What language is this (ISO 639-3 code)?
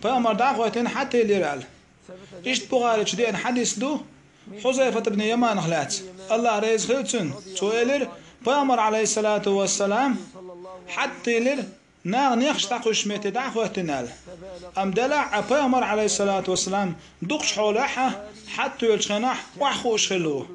che